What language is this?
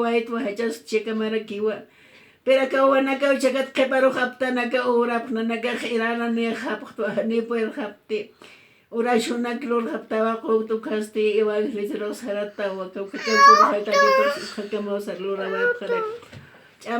Aymara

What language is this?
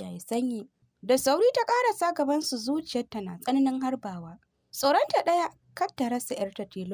Hausa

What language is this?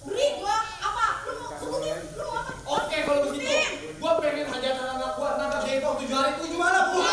Betawi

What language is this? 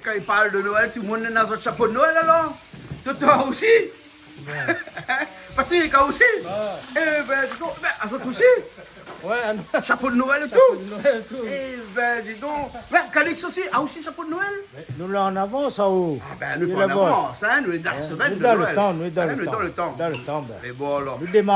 Réunion Creole French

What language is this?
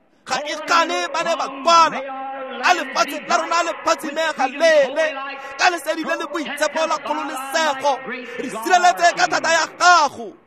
Tswana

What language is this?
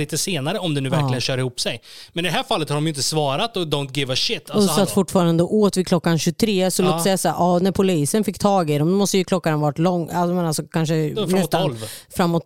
Swedish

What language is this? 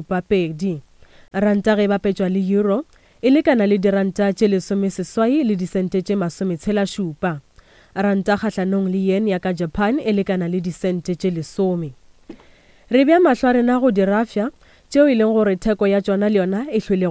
Northern Sotho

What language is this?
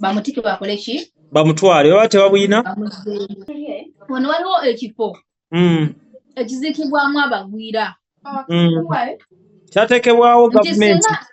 Ganda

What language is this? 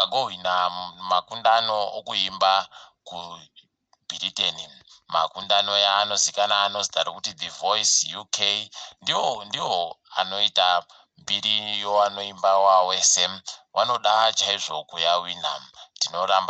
Ndau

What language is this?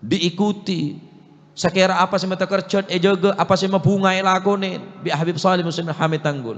Madurese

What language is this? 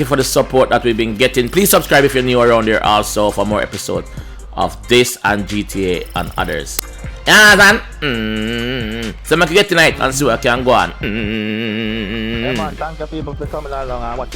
Jamaican Creole English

